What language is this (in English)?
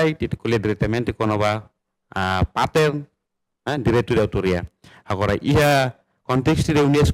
Tetum